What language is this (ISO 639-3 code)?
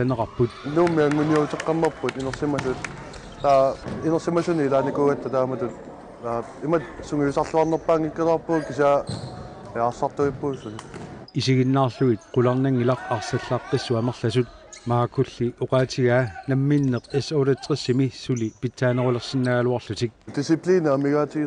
kal